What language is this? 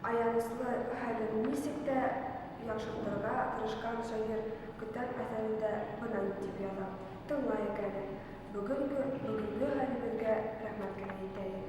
Bashkir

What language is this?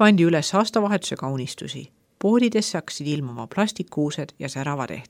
Estonian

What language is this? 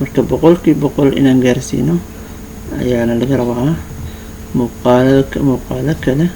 Somali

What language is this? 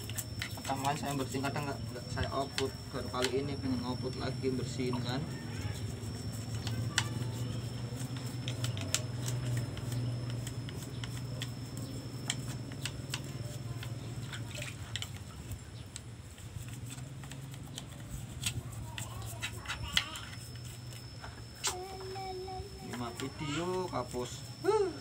Indonesian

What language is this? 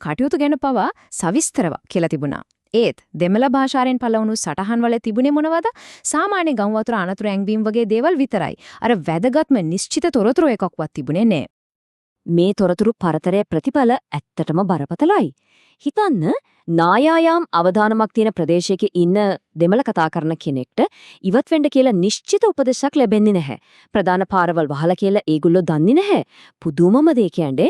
Sinhala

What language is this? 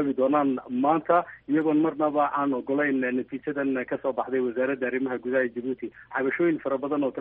Somali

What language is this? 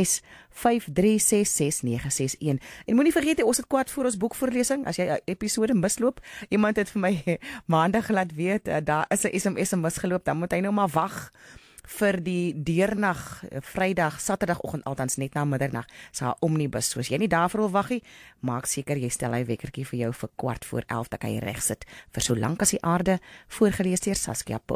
Afrikaans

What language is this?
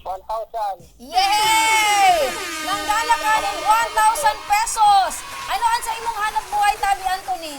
Bikol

